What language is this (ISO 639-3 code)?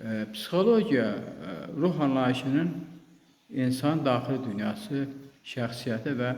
aze